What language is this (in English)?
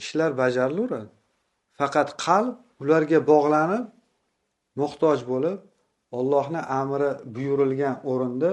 Uzbek